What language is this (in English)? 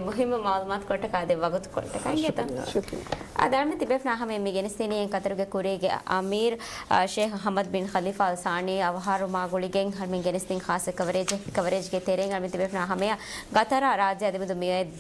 Divehi